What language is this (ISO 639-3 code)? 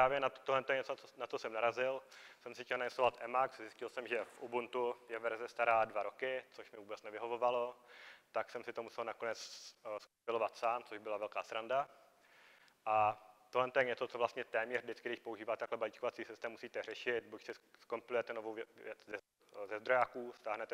ces